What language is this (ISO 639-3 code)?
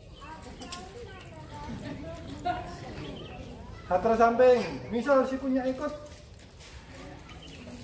ind